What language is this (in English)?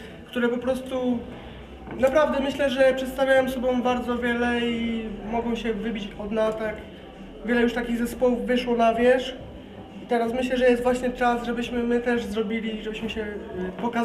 Polish